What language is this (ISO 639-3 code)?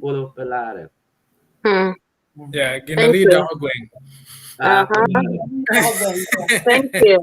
ach